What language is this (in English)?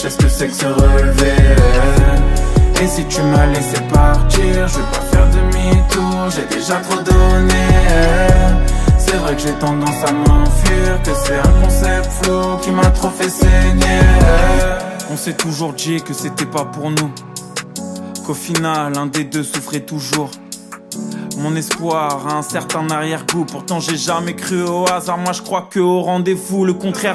French